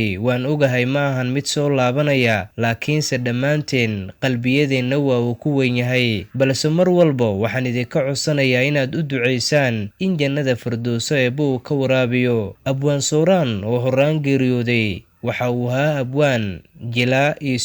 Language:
Somali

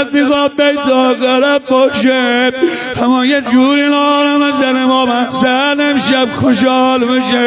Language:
Persian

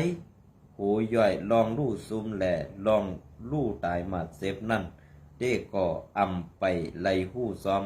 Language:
Shan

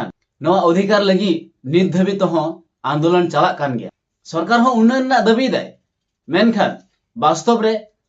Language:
Santali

